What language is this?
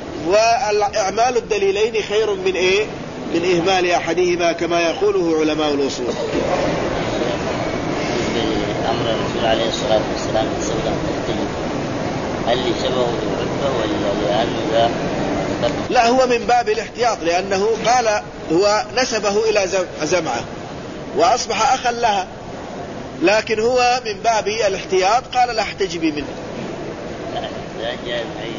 Arabic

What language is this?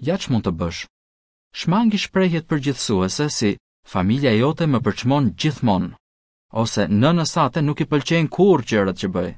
Albanian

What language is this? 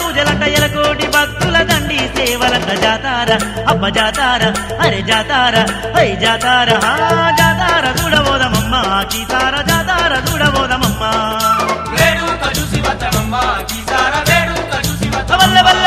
Telugu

